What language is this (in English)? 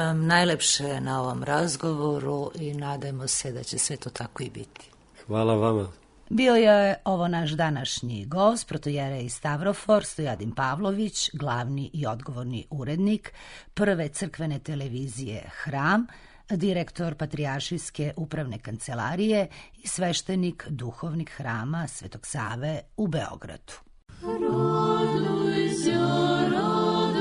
Serbian